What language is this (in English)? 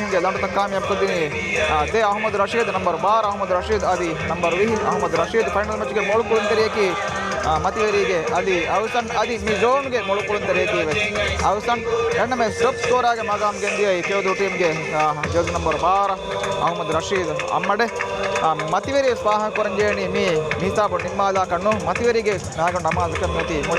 Divehi